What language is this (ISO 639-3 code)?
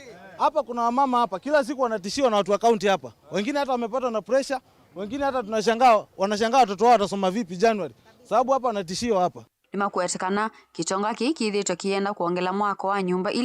kam